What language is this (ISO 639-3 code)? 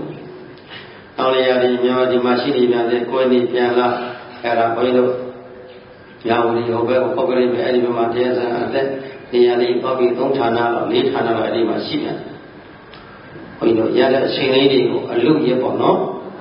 mya